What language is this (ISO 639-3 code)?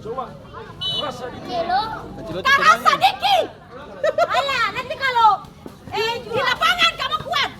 abs